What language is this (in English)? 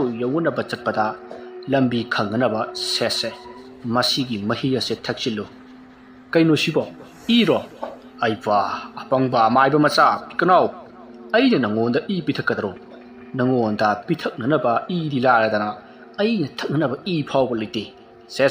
Manipuri